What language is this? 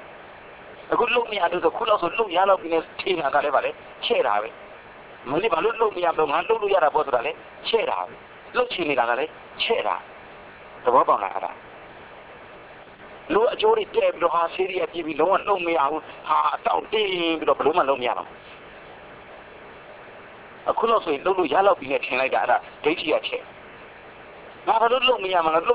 Burmese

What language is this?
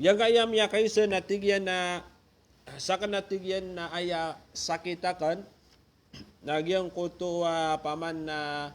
Maranao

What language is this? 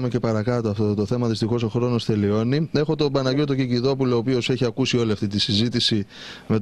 Greek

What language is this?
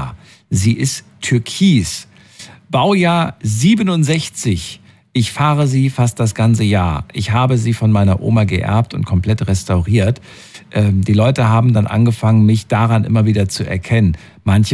German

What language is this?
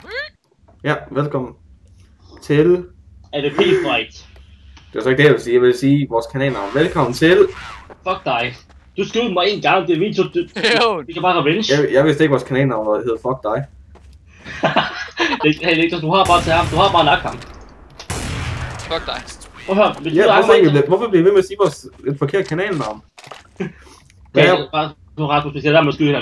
Danish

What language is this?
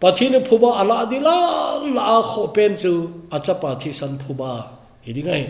Thado Chin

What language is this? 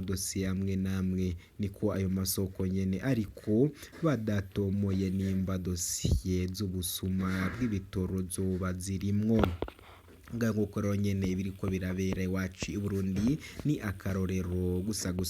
Rundi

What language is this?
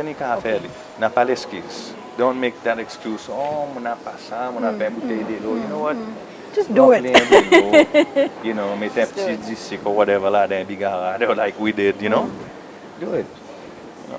Seselwa Creole French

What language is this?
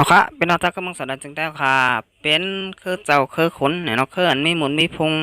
Shan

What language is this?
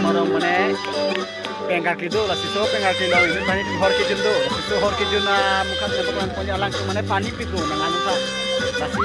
Karbi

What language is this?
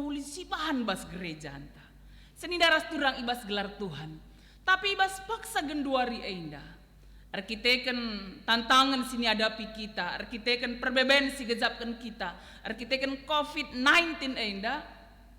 Batak Karo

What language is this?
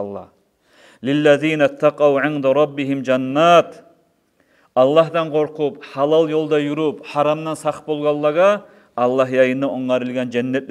Kumyk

